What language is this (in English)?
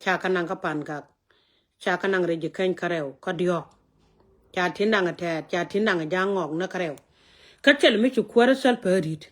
Nuer